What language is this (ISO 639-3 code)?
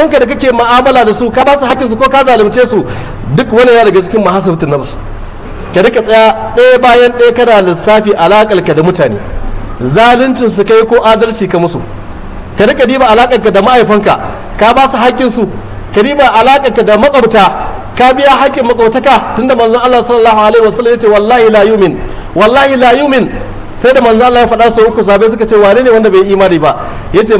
hau